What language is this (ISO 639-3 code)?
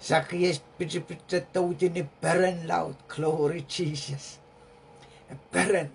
pon